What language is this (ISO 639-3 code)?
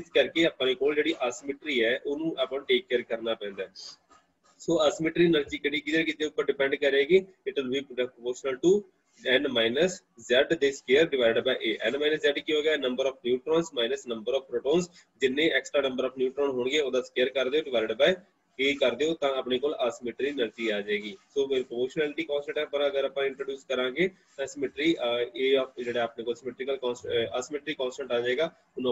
pan